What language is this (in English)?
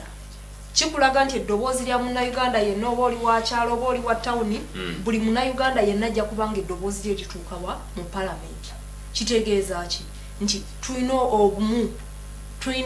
Ganda